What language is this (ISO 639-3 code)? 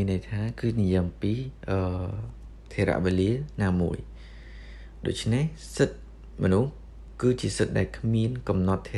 khm